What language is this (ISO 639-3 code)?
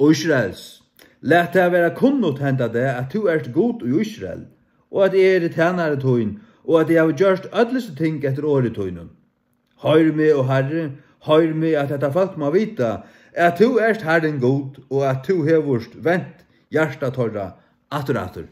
fao